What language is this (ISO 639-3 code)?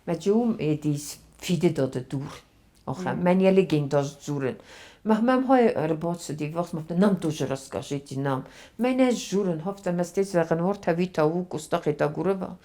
oss